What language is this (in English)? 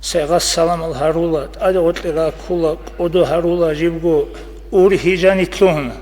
Avaric